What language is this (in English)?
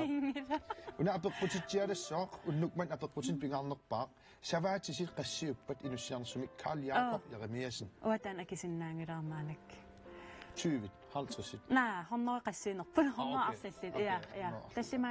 Kalaallisut